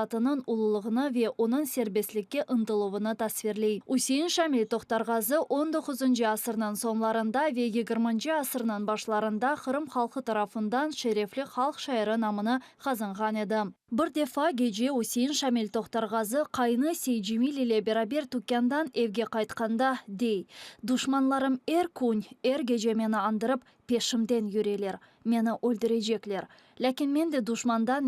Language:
Crimean Tatar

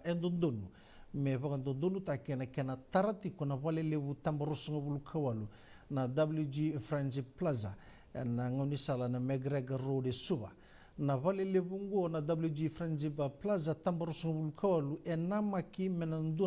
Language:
Fijian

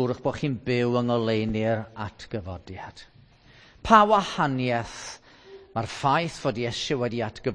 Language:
Welsh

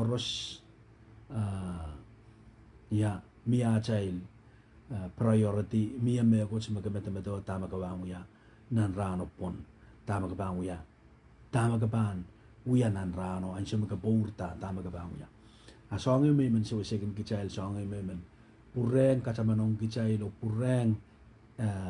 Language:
Pohnpeian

